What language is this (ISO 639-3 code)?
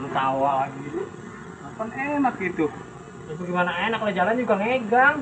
bew